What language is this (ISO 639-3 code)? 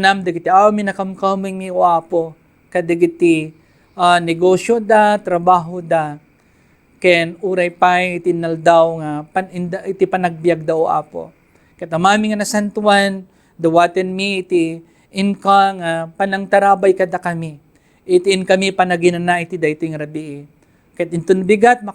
ilo